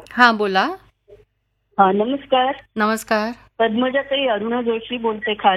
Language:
Marathi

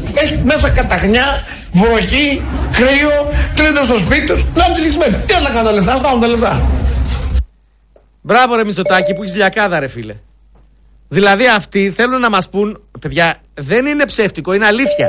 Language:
Greek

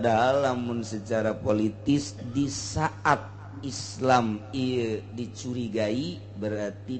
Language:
Sundanese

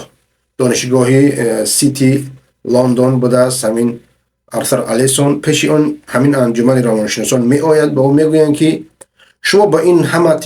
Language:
Persian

